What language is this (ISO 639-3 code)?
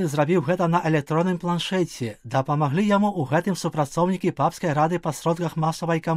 bel